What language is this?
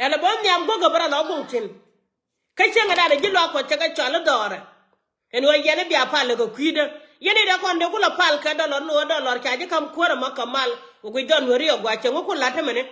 Nuer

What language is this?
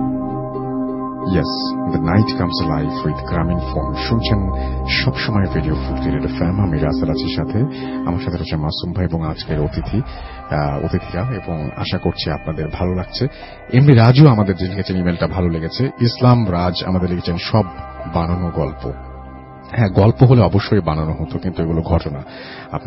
Bangla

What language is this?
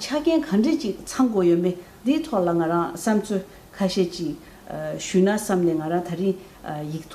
Malagasy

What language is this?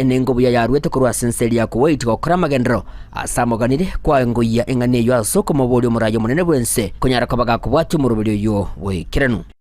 Gusii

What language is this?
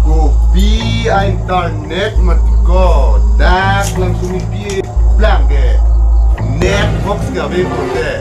Karbi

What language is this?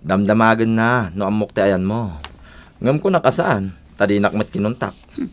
Iloko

